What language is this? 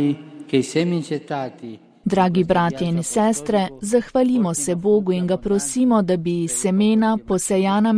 Slovenian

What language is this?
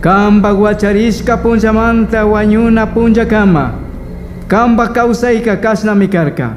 Chimborazo Highland Quichua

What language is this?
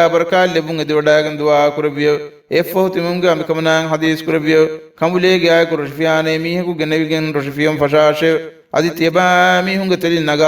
Divehi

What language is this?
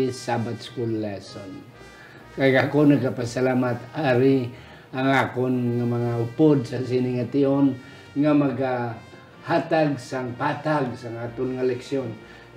Hiligaynon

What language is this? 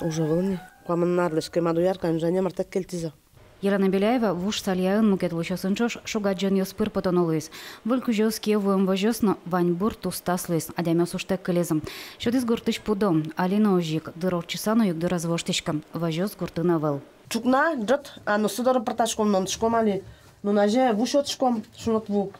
Udmurt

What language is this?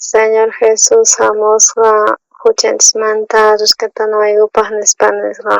South Bolivian Quechua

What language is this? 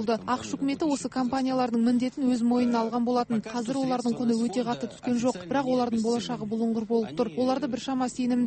Kazakh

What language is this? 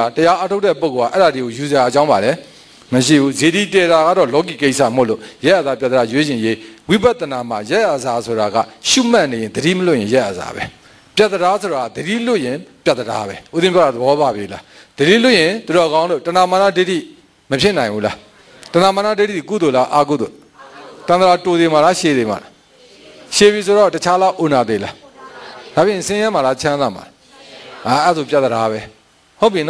Burmese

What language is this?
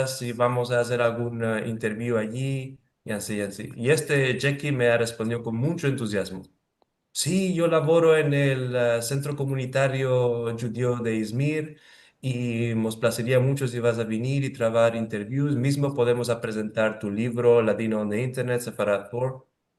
Ladino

